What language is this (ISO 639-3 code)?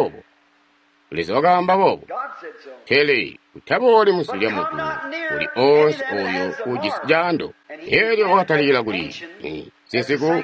toi